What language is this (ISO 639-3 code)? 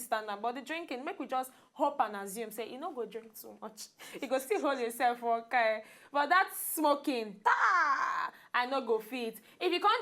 pcm